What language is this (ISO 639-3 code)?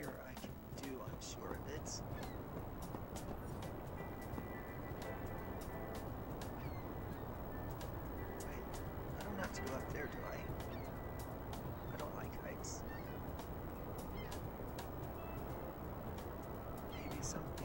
eng